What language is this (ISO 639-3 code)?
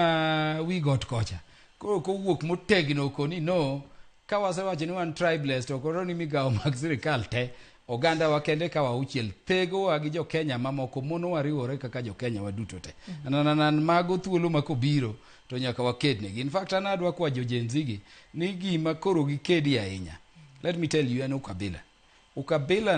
luo